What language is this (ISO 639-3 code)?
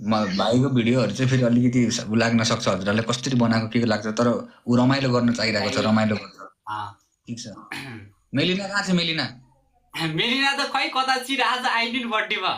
nep